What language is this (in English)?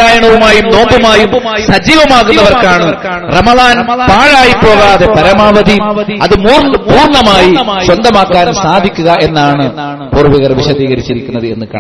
Malayalam